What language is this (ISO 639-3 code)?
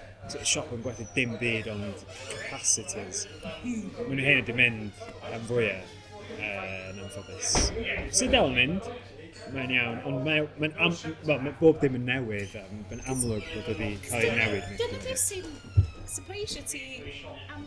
cym